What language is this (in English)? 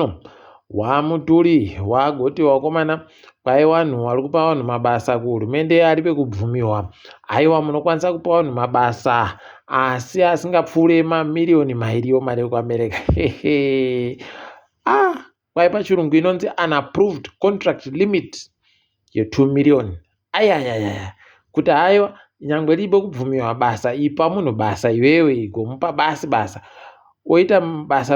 Ndau